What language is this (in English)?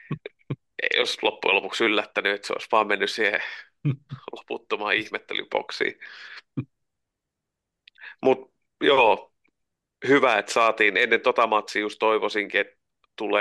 Finnish